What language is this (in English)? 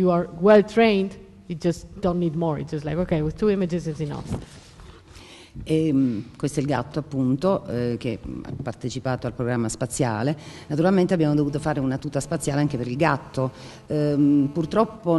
Italian